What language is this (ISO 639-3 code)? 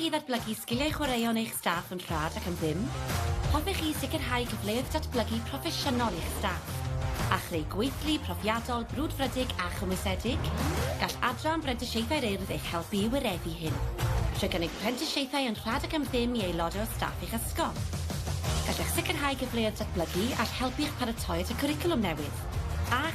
cym